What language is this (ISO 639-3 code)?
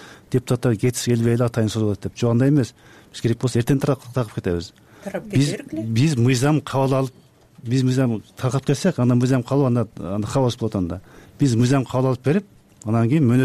kir